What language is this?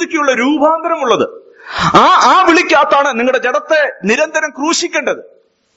Malayalam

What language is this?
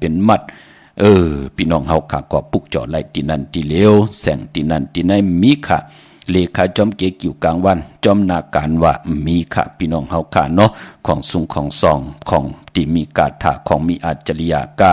Shan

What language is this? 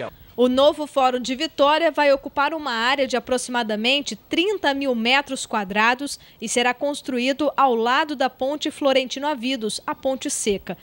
Portuguese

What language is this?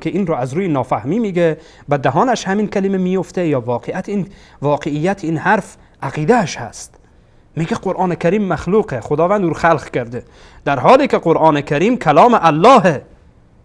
Persian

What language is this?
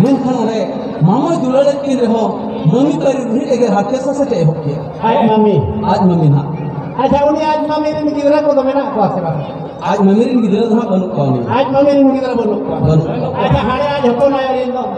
Santali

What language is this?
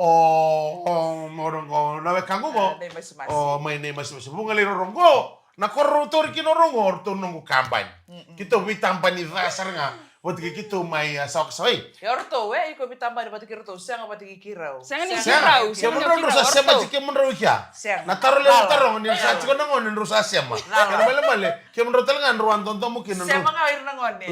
Fijian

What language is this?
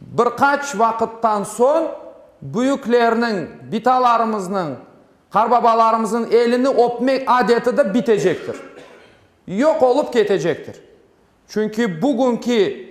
Crimean Tatar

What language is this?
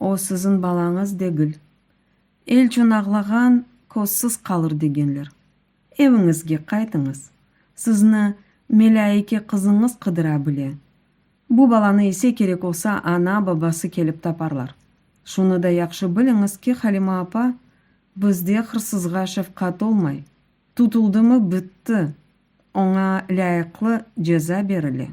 Crimean Tatar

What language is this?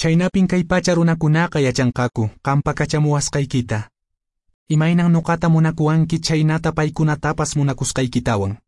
Quechua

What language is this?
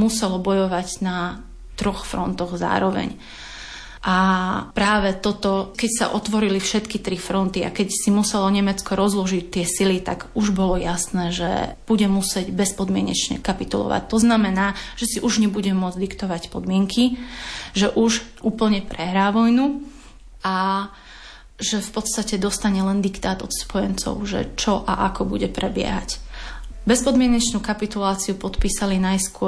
Slovak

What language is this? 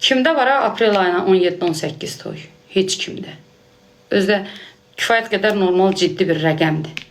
Azerbaijani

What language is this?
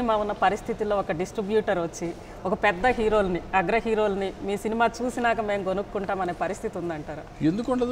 Telugu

